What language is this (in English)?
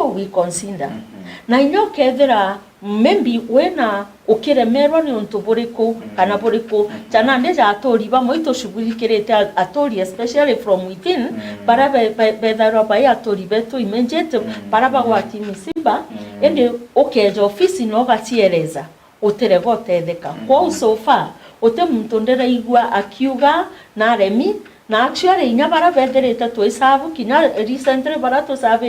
Meru